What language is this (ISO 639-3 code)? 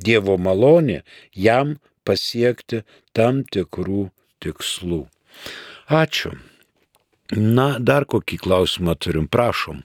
lit